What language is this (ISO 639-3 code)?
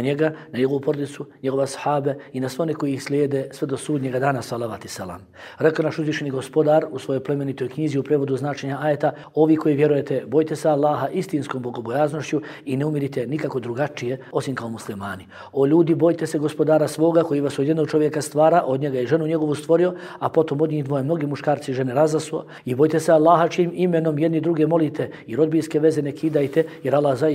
bos